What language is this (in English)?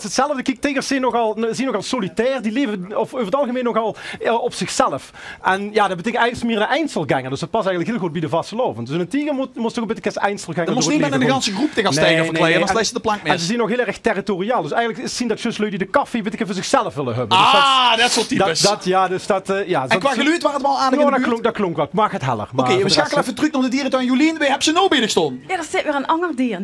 Limburgish